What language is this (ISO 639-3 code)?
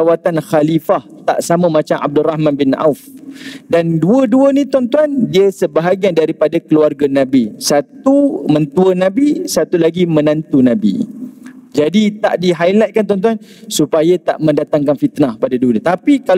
msa